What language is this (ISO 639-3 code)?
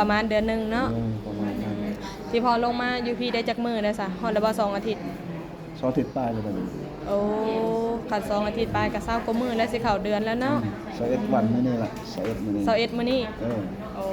lao